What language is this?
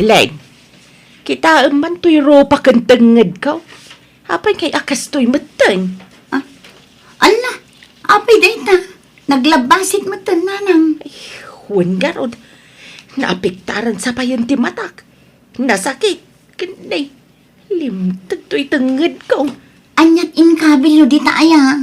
Iloko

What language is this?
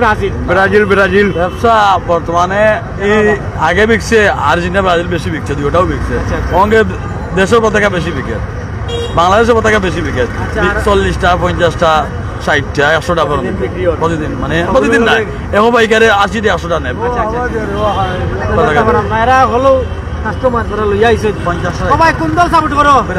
Sylheti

